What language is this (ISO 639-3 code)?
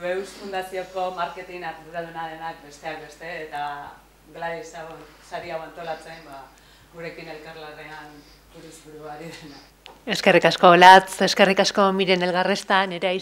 eus